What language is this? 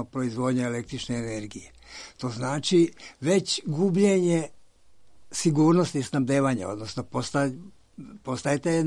Serbian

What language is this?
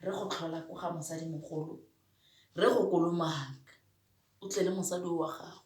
Tswana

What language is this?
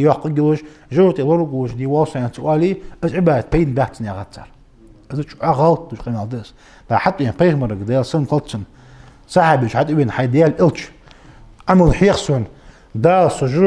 Ingush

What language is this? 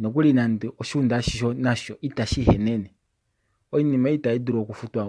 Kuanyama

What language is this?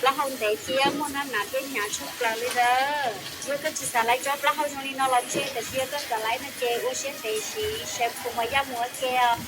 Hmong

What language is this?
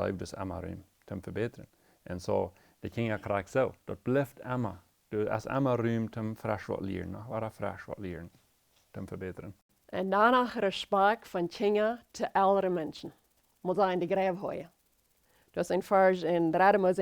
Plautdietsch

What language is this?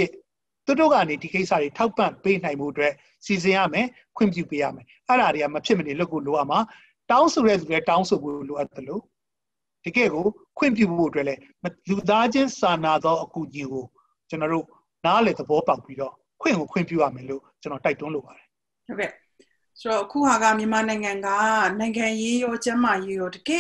Burmese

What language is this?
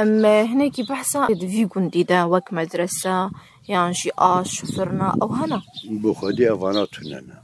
Kurdish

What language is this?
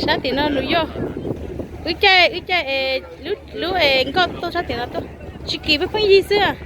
Hmong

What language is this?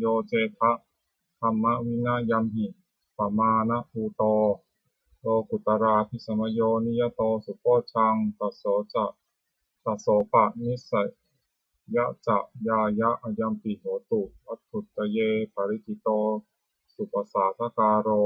Pali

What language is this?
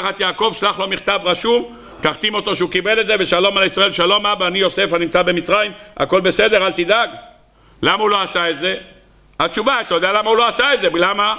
Hebrew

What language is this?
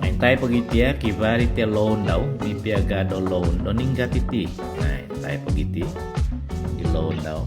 Central Dusun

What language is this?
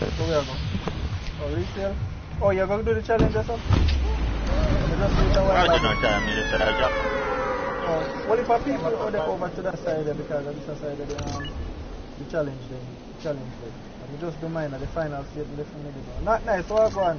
Jamaican Creole English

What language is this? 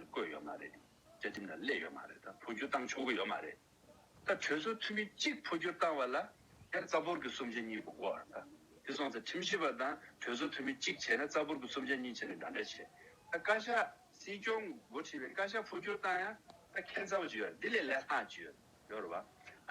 Tibetan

